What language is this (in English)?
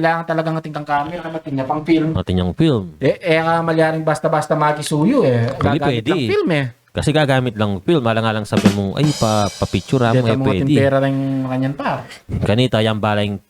Pampanga